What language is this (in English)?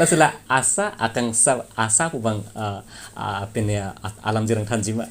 Karbi